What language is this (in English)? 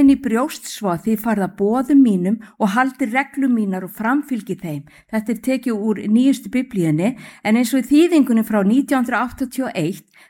Icelandic